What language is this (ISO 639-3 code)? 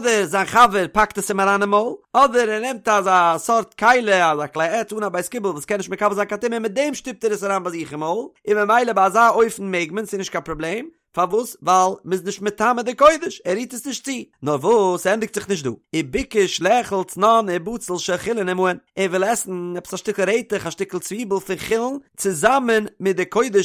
yid